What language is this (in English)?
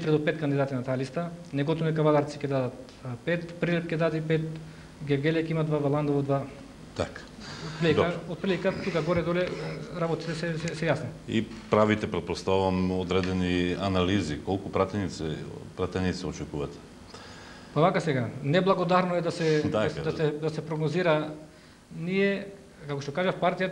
Macedonian